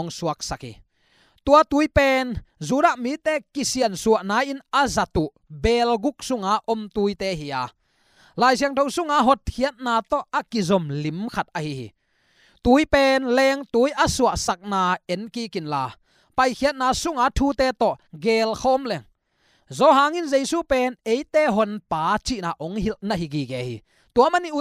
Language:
Tedim Chin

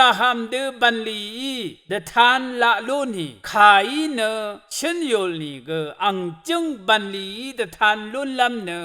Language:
Rawang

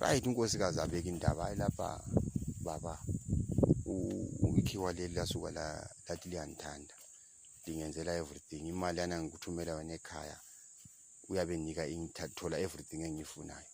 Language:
North Ndebele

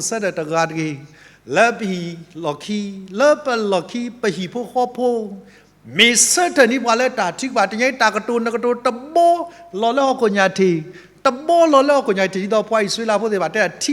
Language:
S'gaw Karen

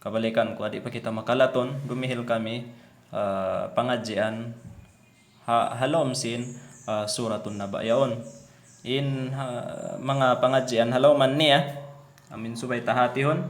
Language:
Tausug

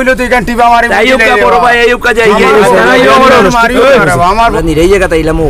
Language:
Sylheti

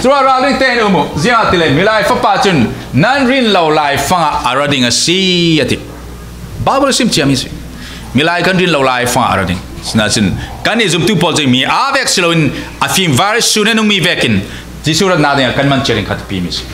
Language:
Falam Chin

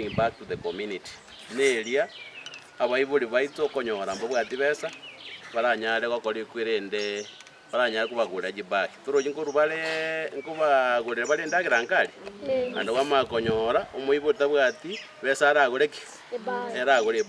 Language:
Gusii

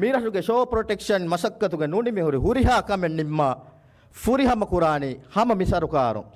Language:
Divehi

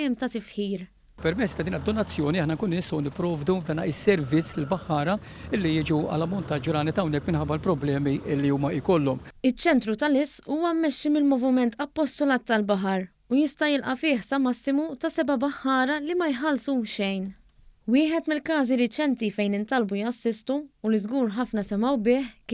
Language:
Maltese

